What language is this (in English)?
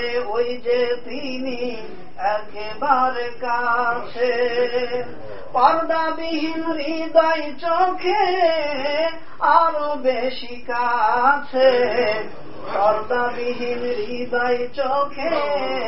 Bangla